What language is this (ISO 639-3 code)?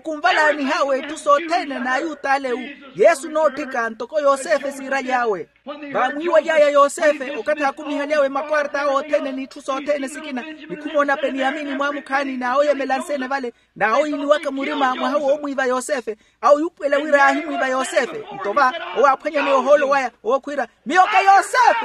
vmw